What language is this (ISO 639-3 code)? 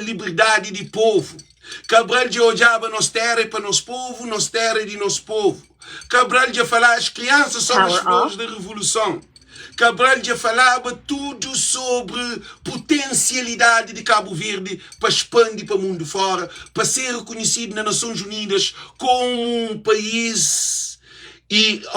kea